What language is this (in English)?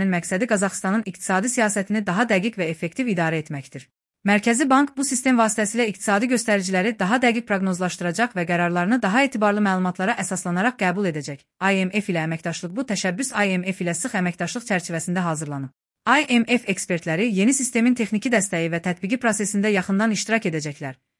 Azerbaijani